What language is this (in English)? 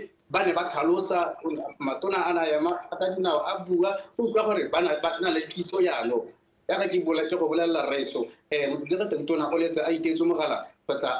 Tswana